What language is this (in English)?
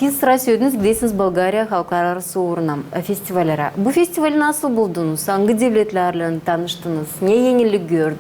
Gagauz